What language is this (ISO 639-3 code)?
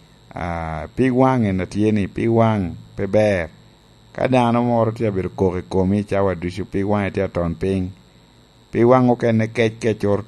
laj